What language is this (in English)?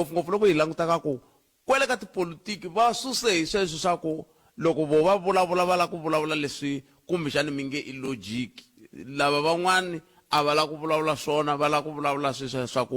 Tsonga